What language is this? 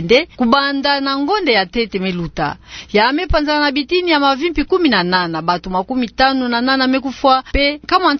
Kituba (Democratic Republic of Congo)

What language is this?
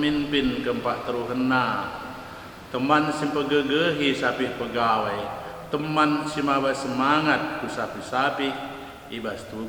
Batak Karo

